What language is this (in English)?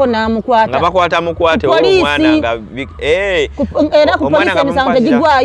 Ganda